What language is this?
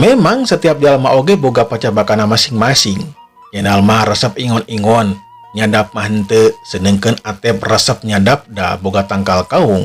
Sundanese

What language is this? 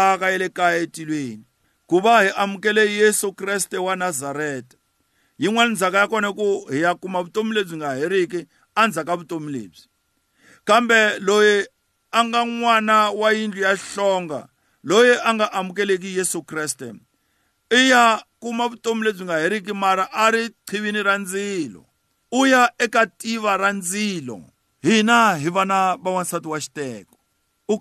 Tsonga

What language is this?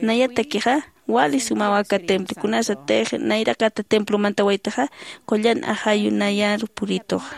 Aymara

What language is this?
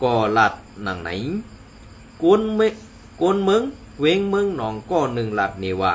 Shan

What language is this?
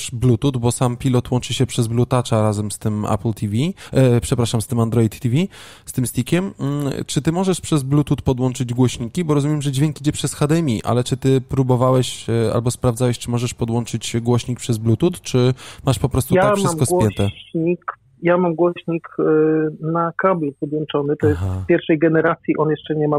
Polish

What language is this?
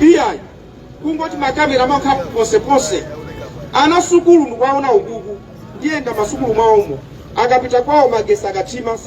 Nyanja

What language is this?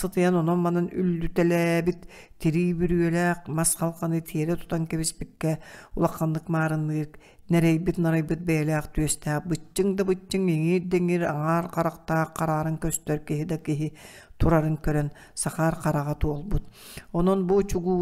Yakut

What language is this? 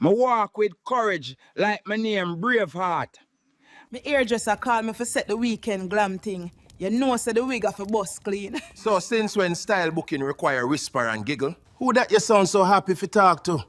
Jamaican Creole English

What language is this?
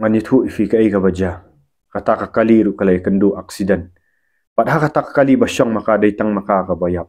Khasi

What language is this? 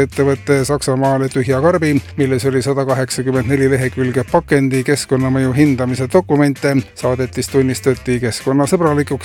Estonian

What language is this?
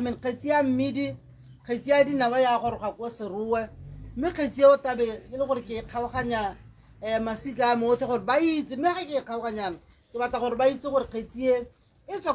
Tswana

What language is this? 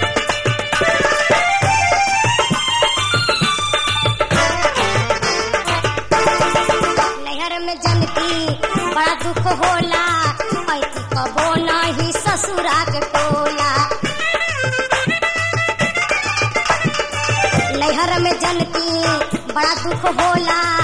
Bhojpuri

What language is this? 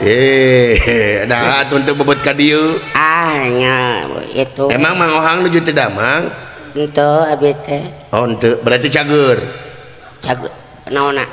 Sundanese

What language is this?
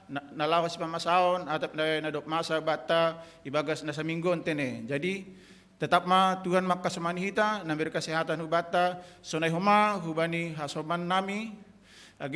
Batak Simalungun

